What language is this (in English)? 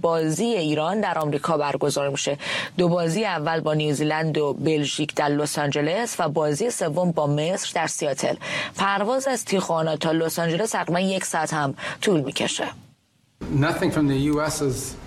Persian